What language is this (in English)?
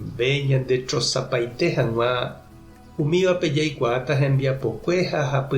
Guarani